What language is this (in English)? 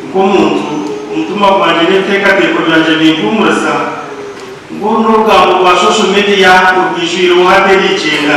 Nyankole